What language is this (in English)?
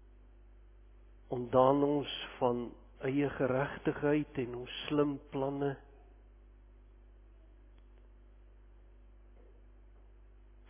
Afrikaans